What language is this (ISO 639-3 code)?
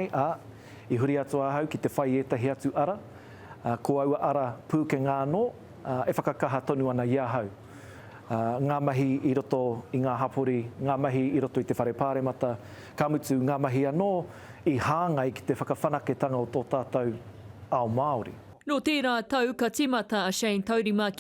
mri